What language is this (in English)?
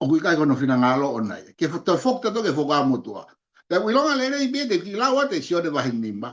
Tongan